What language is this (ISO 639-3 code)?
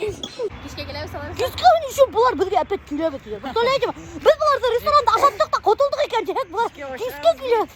bak